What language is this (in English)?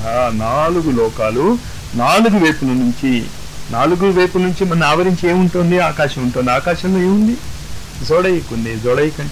Telugu